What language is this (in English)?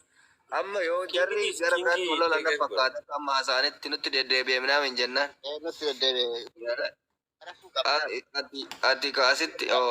Oromo